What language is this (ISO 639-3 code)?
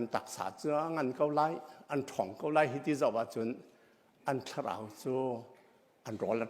cnh